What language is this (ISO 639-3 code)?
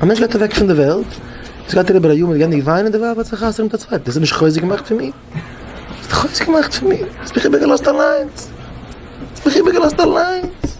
yid